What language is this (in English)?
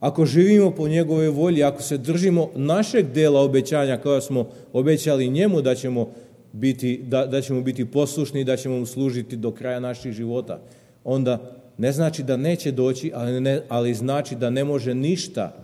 Serbian